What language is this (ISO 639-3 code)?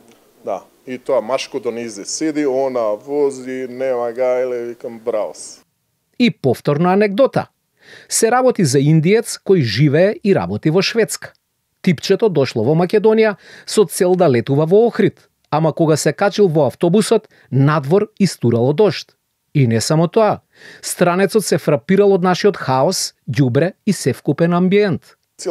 mkd